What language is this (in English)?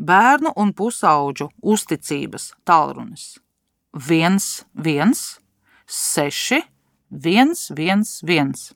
Latvian